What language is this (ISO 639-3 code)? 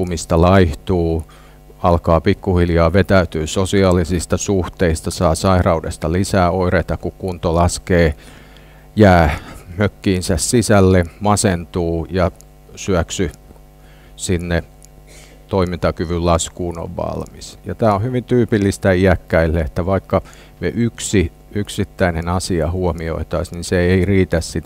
fin